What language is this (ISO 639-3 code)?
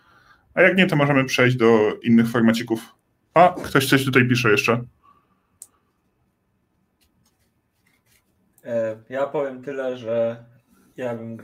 pol